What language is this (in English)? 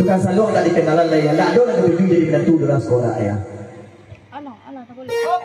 Minangkabau